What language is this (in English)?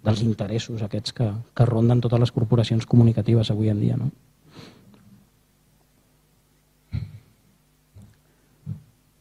Catalan